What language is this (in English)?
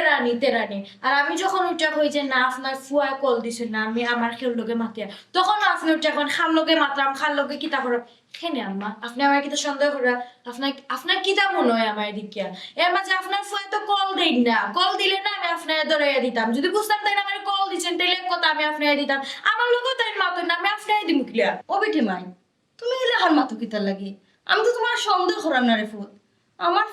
Sylheti